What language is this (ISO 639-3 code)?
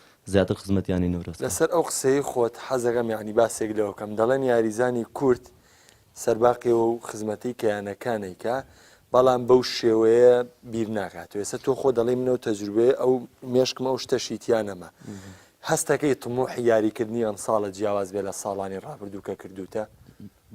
ckb